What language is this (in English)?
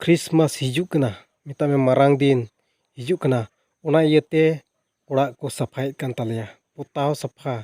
Santali